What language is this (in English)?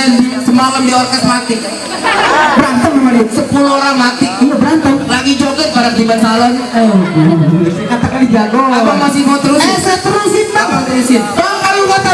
Betawi